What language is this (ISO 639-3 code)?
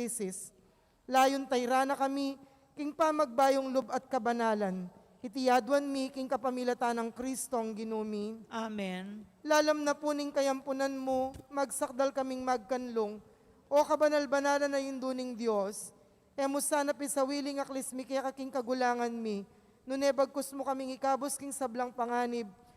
pam